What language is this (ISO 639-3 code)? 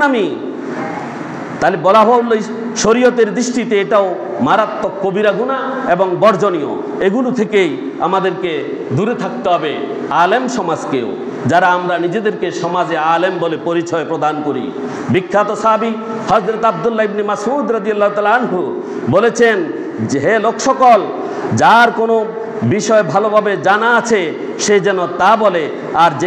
ben